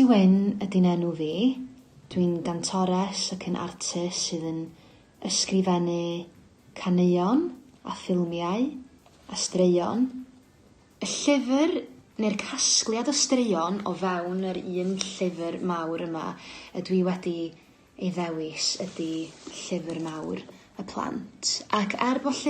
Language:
Welsh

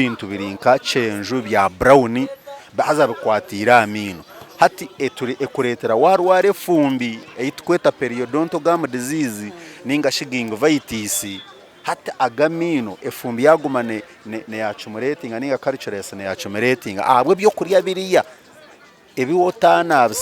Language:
Nyankole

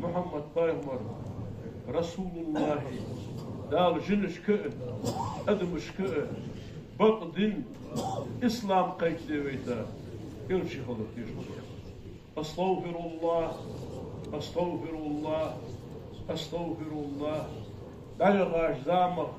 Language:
Ingush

